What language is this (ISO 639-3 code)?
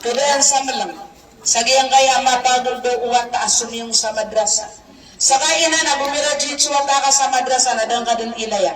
mrw